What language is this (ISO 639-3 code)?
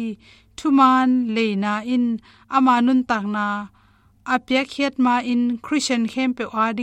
ctd